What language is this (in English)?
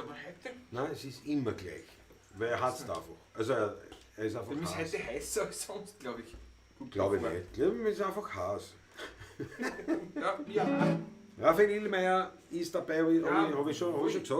Bavarian